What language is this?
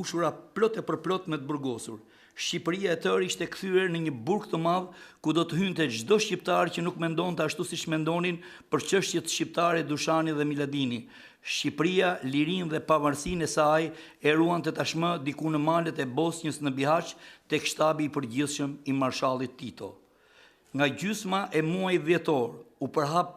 Albanian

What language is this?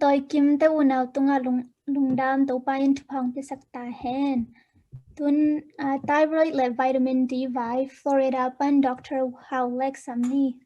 Tedim Chin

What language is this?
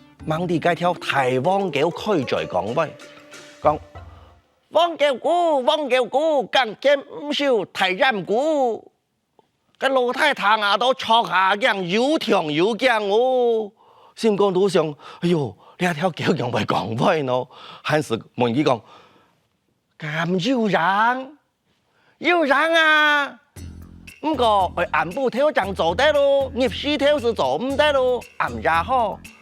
Hakka Chinese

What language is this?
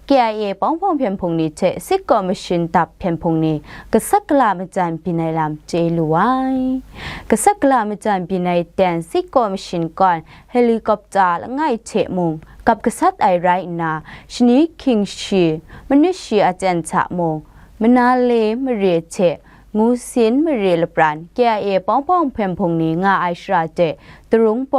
Kachin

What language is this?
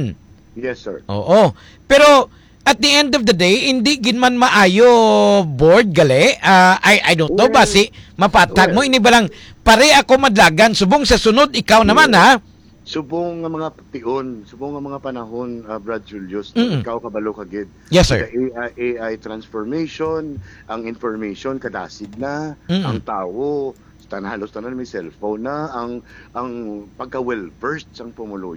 Hiligaynon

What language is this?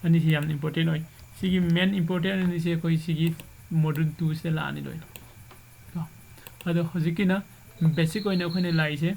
Manipuri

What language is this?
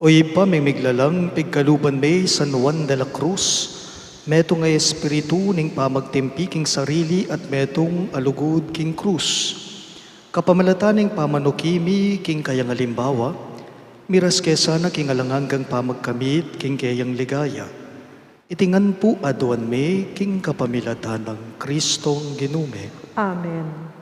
Pampanga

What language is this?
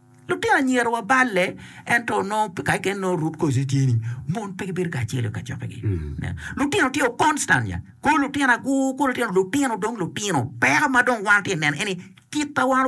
Acoli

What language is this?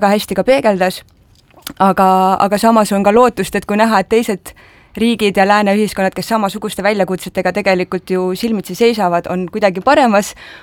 Estonian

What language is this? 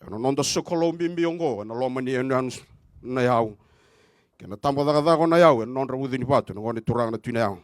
Fijian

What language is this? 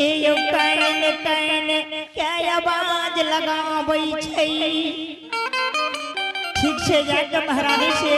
Angika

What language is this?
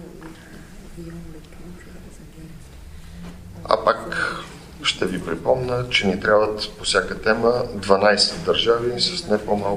Bulgarian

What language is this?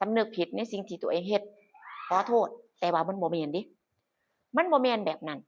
Northeastern Thai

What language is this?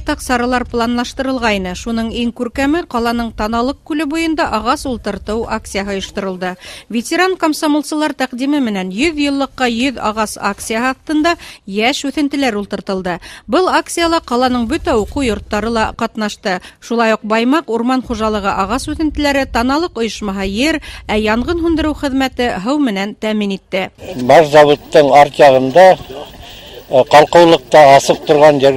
Bashkir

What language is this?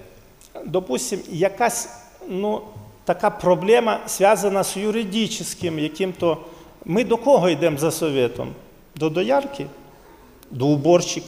Ukrainian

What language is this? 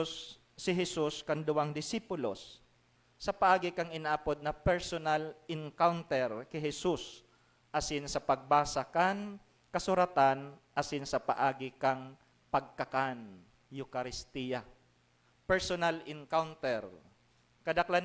Bikol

